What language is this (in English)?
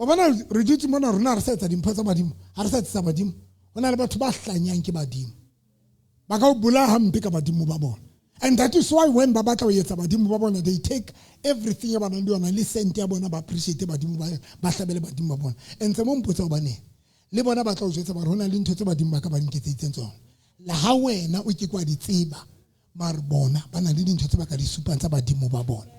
Southern Sotho